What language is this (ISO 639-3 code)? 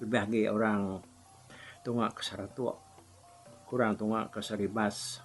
iba